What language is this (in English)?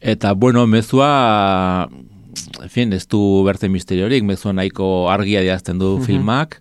Basque